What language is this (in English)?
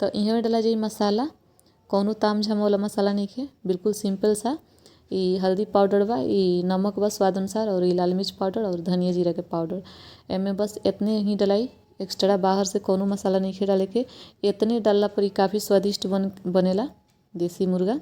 Bhojpuri